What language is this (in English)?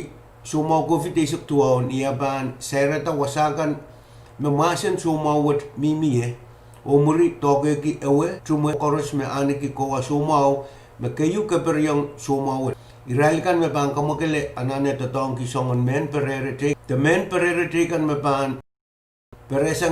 Pohnpeian